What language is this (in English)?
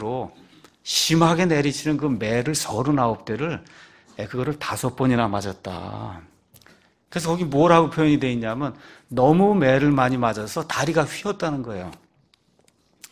Korean